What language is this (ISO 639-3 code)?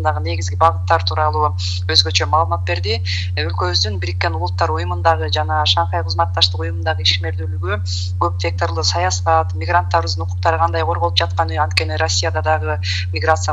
kir